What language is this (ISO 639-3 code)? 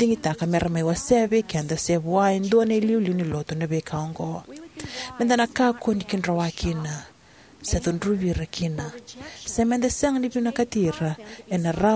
fij